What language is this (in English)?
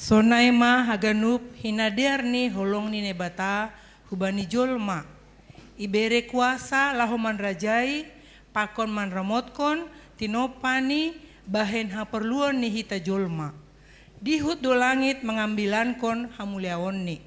Batak Simalungun